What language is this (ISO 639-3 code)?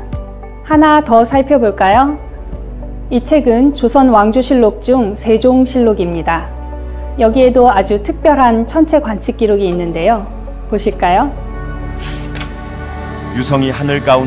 kor